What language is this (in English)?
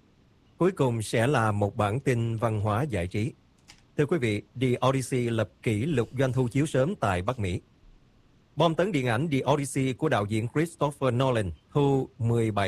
Vietnamese